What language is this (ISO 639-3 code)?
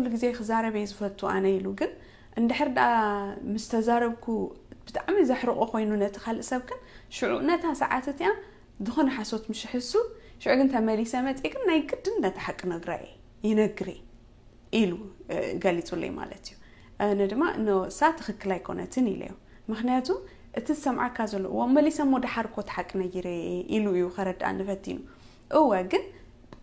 tir